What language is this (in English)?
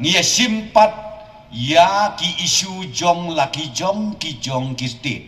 Khasi